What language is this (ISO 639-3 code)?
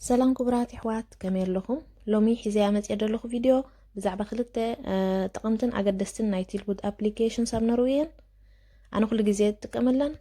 tir